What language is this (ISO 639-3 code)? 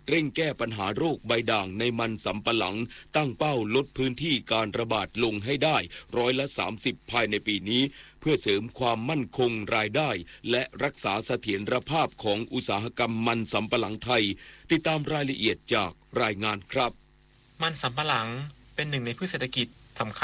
tha